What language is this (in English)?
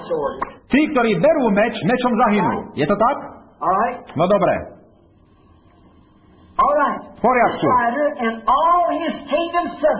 Slovak